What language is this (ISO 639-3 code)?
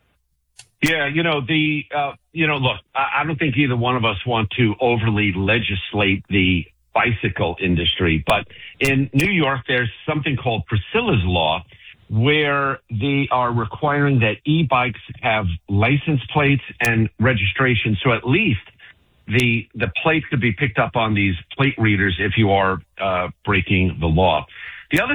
eng